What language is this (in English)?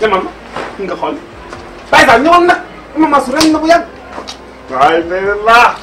Wolof